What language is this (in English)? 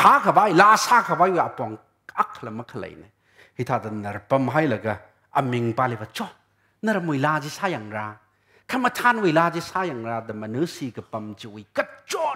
Tangkhul Naga (India)